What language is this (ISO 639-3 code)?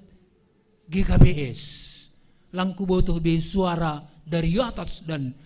bts